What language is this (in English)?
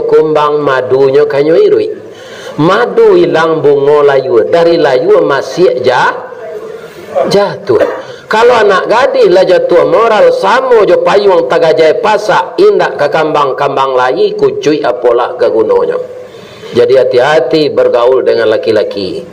Minangkabau